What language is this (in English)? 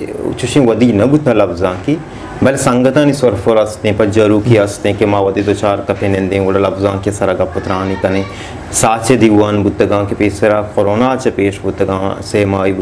Baluchi